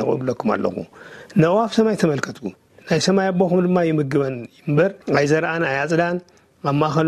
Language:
Tigrinya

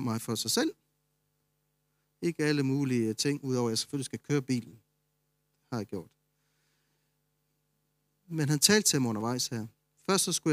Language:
Danish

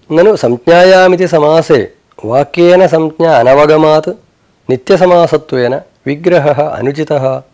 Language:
Sanskrit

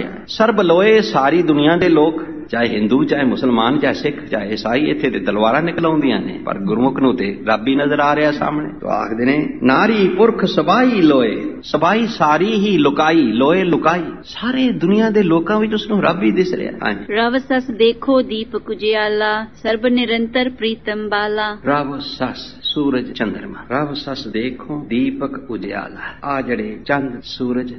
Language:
Punjabi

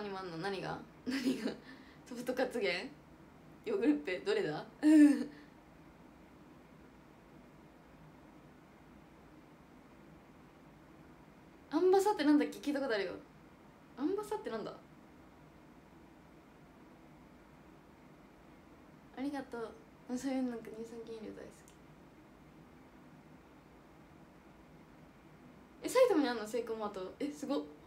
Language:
Japanese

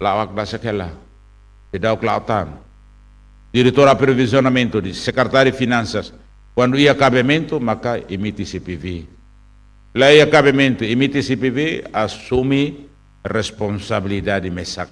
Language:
Tetum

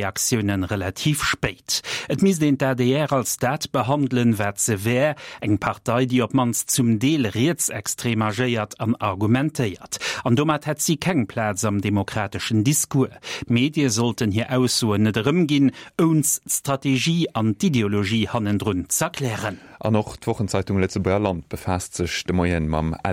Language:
Luxembourgish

